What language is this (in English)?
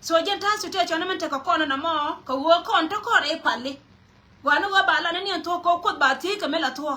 Nuer